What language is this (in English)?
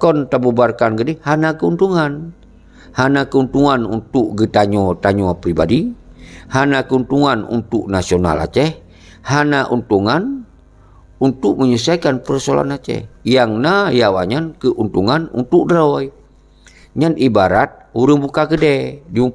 Achinese